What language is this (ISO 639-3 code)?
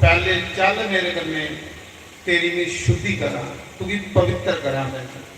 doi